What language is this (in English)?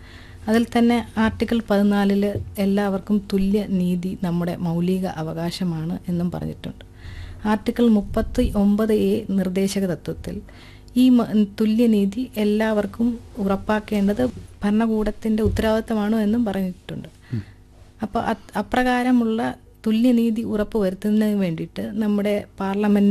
Malayalam